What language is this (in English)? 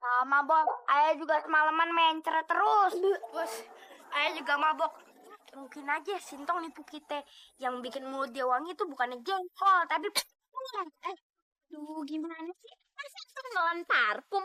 Betawi